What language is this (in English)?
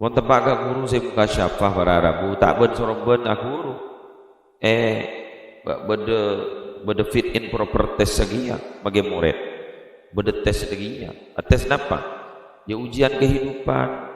Madurese